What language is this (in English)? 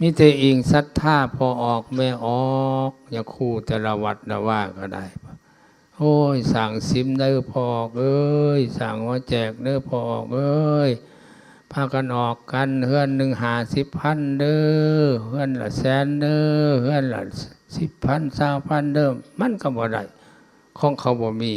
Lao